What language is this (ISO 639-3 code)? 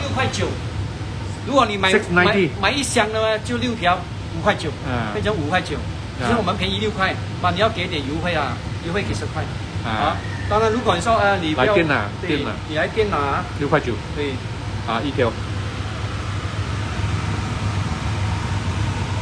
zho